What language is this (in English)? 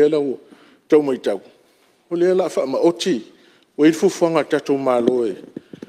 Samoan